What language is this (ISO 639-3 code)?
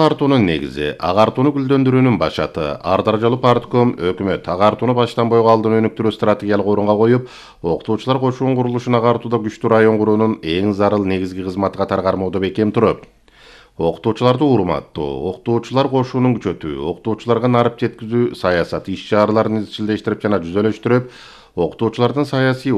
kir